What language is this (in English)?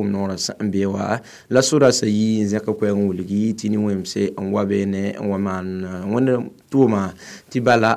Mossi